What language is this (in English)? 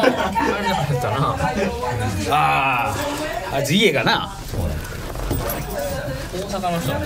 Japanese